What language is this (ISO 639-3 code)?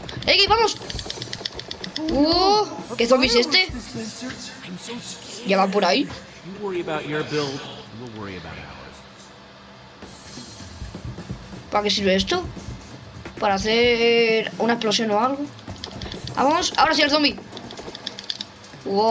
spa